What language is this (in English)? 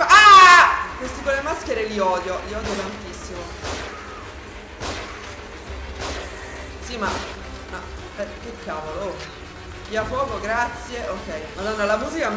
Italian